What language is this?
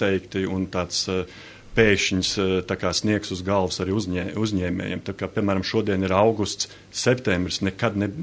Latvian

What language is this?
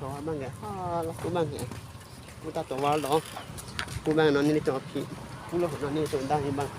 Karbi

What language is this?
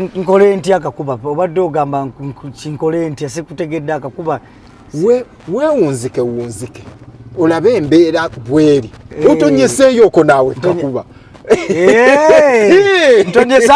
Ganda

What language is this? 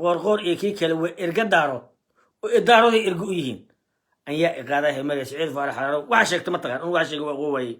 Somali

